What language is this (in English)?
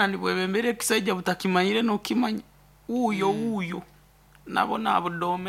Nyankole